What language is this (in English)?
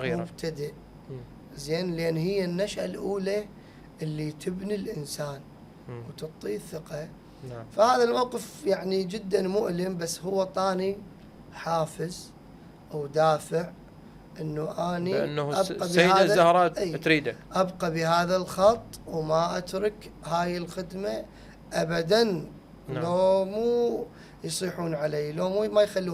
Mesopotamian Arabic